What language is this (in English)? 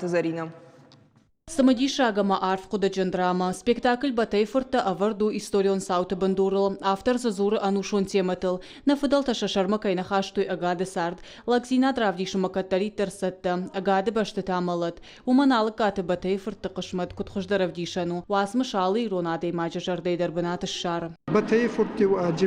Ossetic